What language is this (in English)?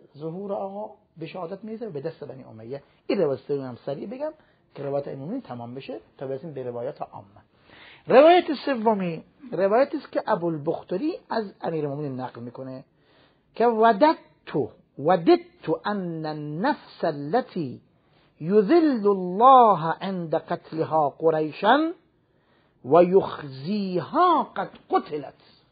Persian